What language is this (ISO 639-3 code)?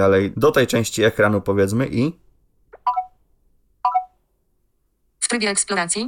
pol